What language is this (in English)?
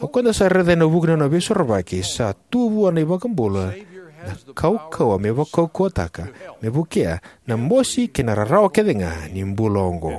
Fijian